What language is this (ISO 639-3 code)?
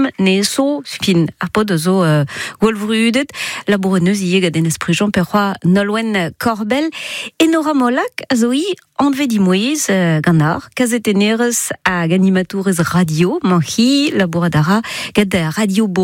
bre